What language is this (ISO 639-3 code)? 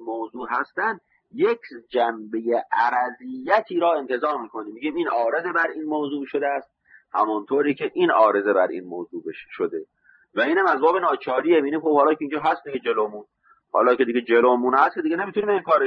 fas